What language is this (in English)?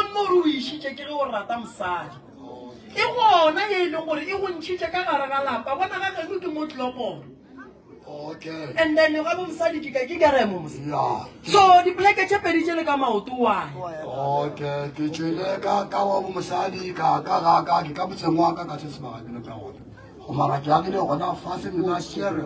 Northern Sotho